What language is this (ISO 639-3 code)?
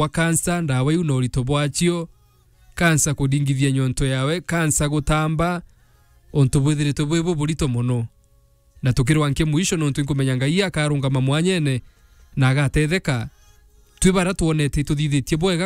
mer